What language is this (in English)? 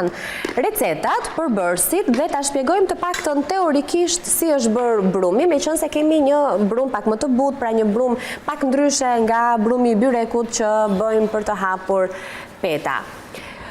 Albanian